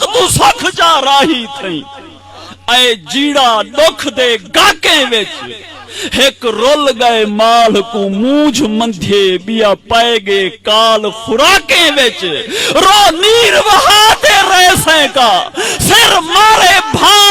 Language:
Saraiki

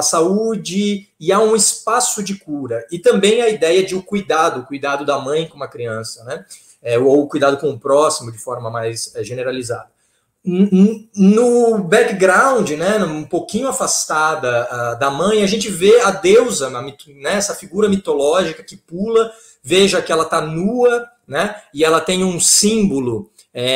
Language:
Portuguese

